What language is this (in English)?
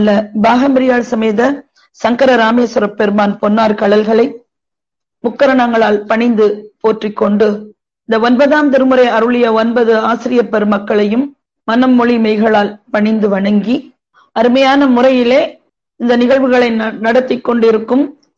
Tamil